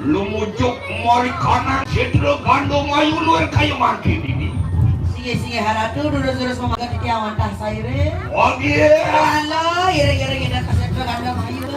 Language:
Balinese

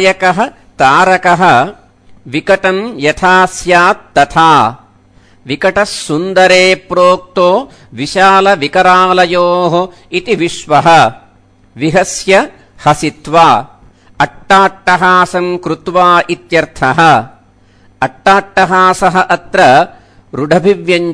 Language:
Sanskrit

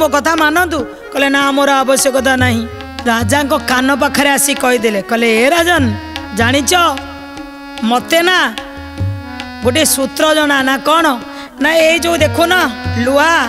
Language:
Odia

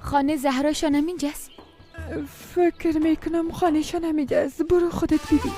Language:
Persian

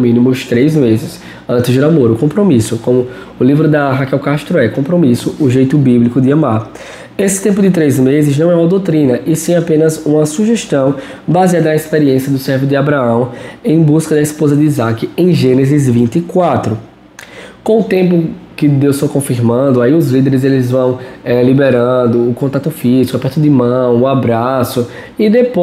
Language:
Portuguese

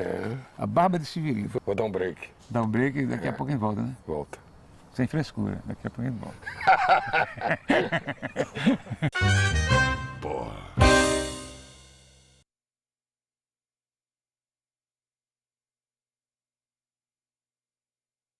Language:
Portuguese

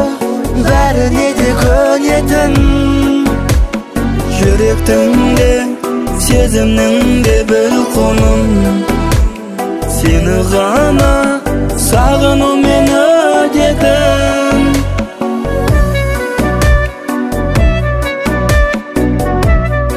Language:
Kazakh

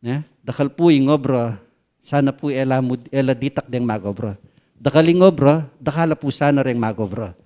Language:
Pampanga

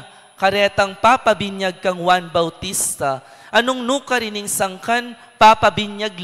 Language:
Pampanga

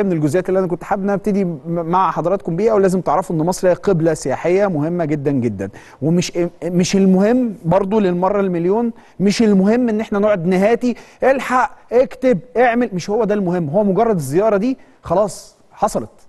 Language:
Egyptian Arabic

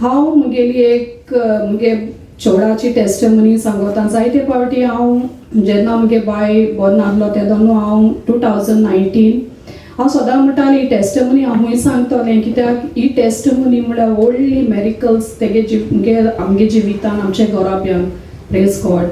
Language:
Konkani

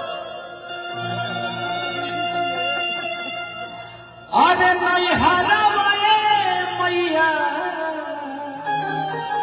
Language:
Bhojpuri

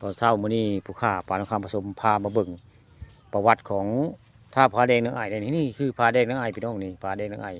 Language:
Northeastern Thai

